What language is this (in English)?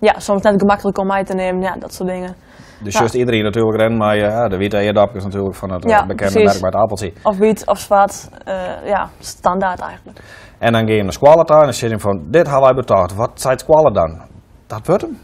Western Frisian